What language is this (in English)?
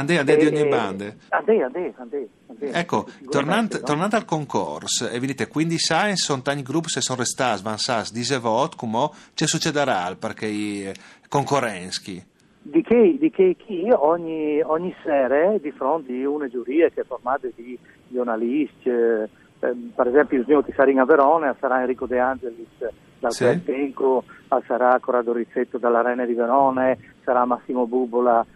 Friulian